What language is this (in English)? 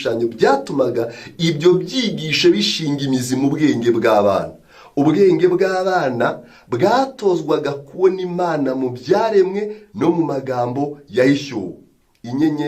Kinyarwanda